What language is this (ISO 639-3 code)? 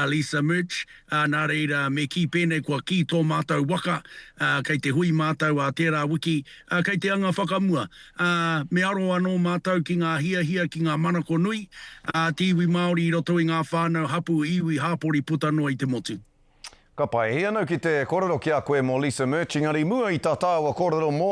mri